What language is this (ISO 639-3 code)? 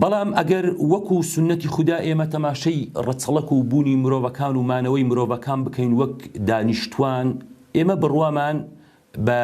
ckb